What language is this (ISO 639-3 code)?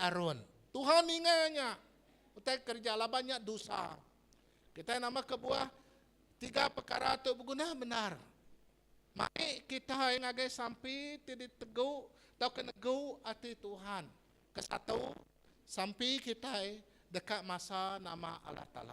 iba